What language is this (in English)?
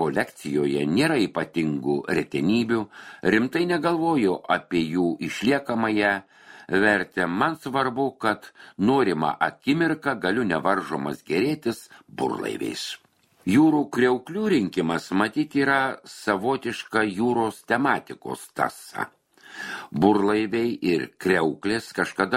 Lithuanian